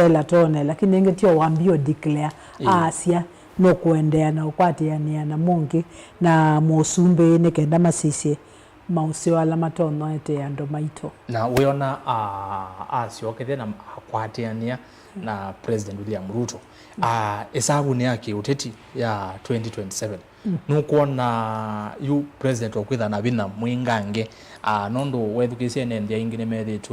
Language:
Kamba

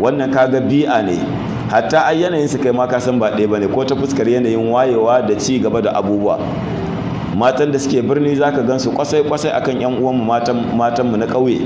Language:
Hausa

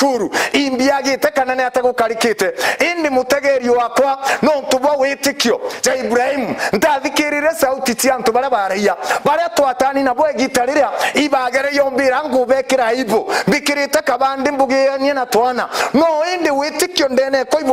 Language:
Meru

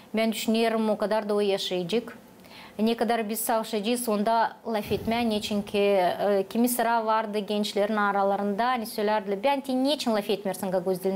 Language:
Gagauz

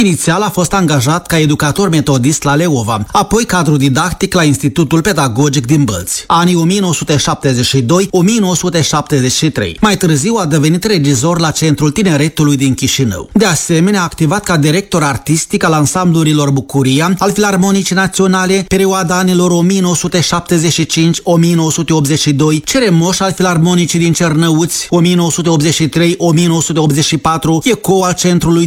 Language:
Romanian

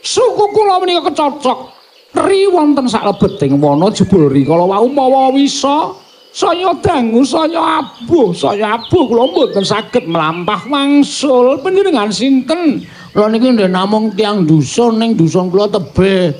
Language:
Javanese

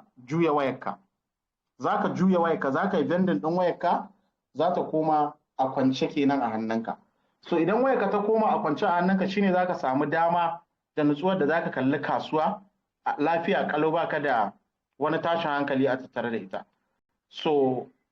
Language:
Hausa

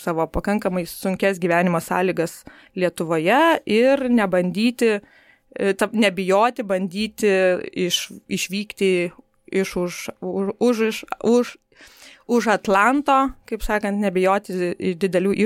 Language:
Lithuanian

